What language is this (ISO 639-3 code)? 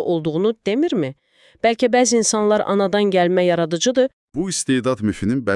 aze